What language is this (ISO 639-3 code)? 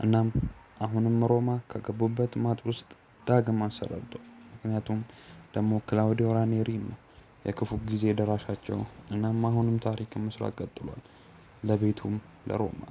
amh